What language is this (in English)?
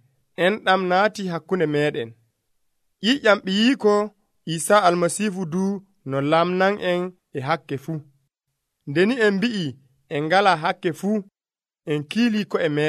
Nigerian Fulfulde